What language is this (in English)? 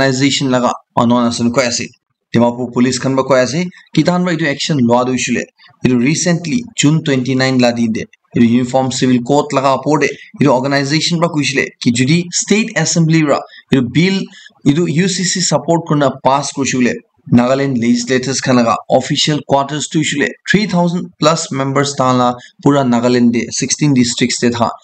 Naga Pidgin